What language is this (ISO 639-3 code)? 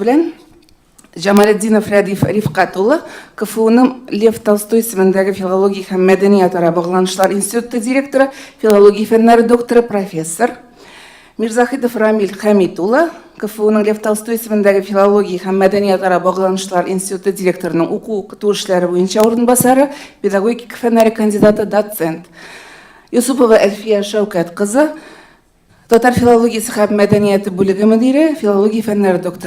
tat